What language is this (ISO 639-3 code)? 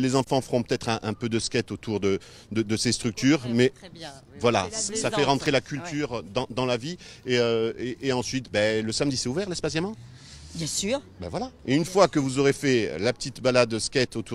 fra